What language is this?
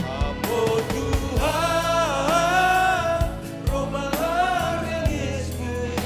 Batak Simalungun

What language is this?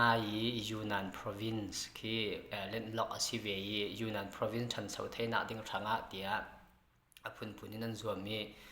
Falam Chin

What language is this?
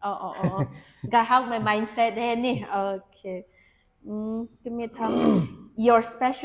Rongmei Naga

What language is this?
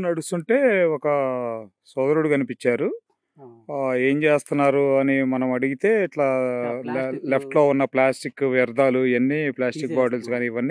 Telugu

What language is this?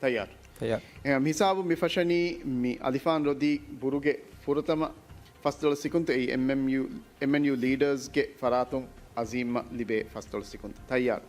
Divehi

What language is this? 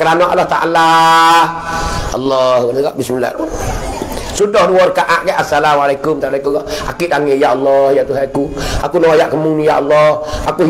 Pattani Malay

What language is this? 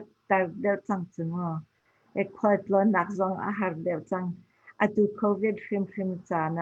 Hakha Chin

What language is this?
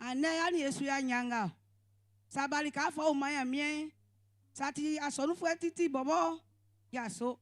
Baoulé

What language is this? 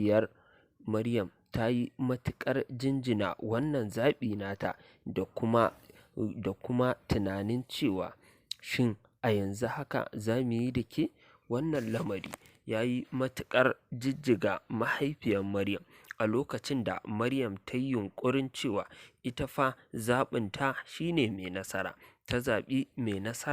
Hausa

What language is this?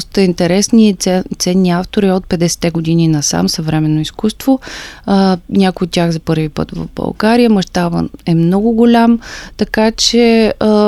Bulgarian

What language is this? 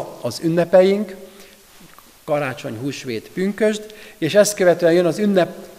Hungarian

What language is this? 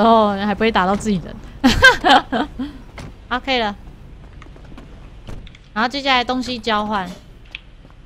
Chinese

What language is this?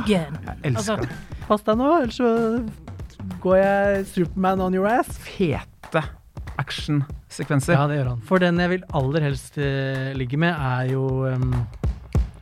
Norwegian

